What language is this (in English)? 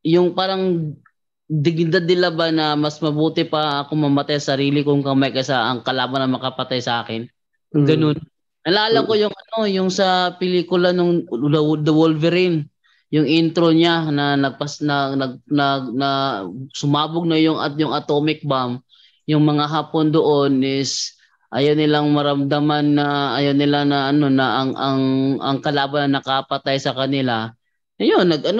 Filipino